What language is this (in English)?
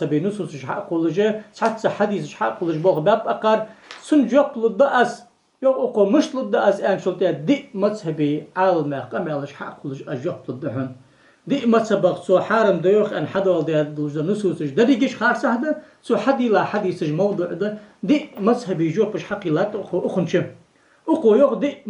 Ingush